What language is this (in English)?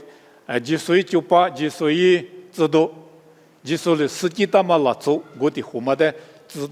Lisu